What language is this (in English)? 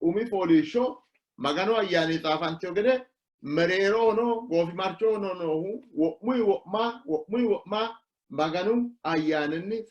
Sidamo